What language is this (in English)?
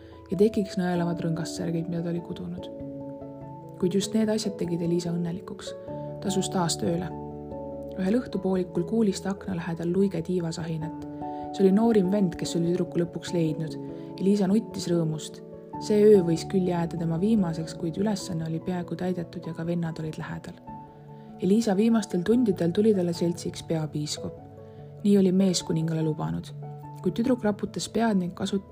Estonian